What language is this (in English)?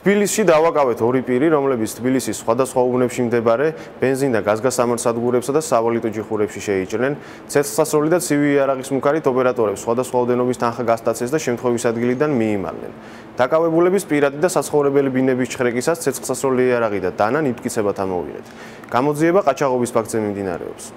Georgian